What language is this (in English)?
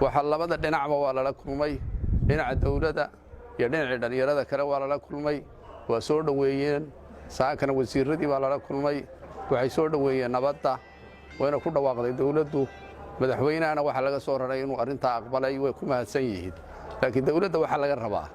Somali